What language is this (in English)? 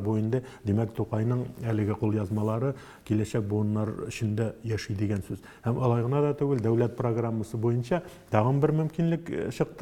Tatar